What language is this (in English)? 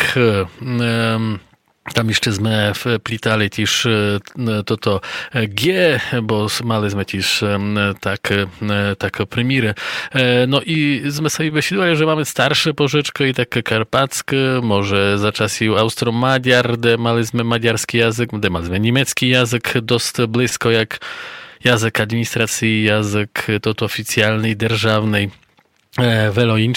Polish